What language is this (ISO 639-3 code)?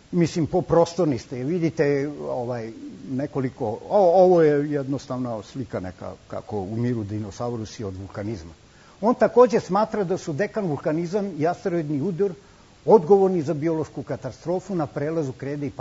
srp